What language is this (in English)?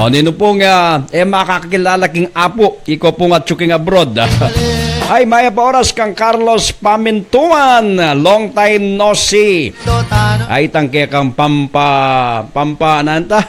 Pampanga